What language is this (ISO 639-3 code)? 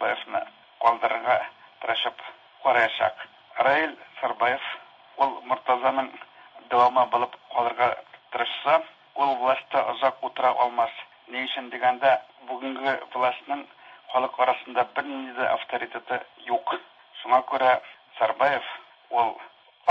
tat